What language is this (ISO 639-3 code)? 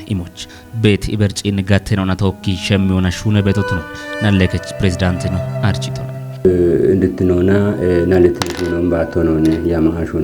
kbr